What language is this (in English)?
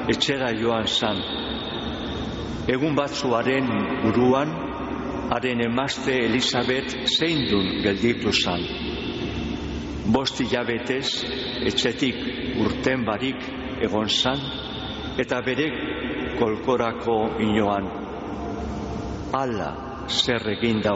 Basque